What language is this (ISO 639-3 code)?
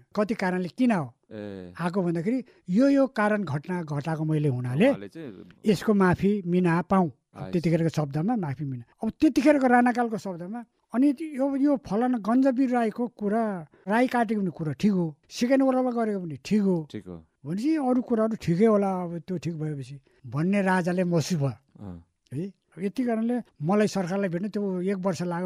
nep